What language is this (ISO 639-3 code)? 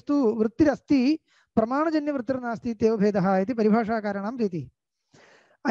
san